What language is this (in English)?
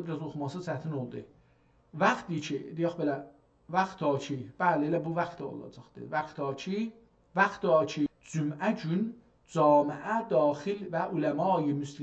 South Azerbaijani